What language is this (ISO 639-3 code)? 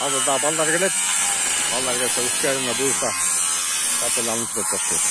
kir